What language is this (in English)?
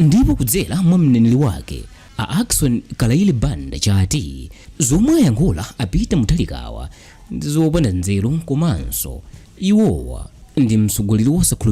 Nyanja